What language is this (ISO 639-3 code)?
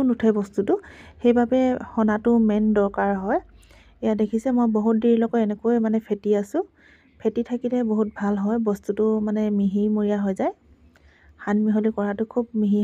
asm